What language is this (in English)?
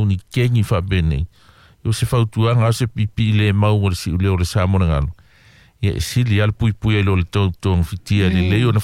Samoan